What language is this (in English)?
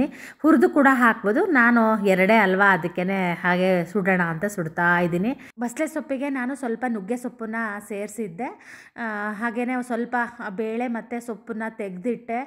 Kannada